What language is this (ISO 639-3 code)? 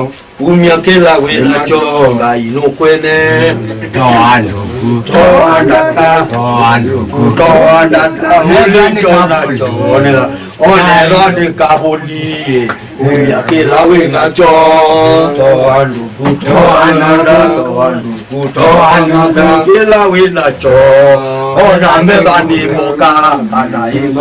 kam